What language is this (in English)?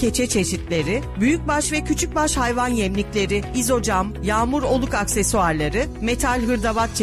Turkish